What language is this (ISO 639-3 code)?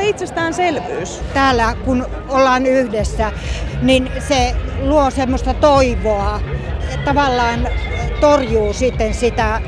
fin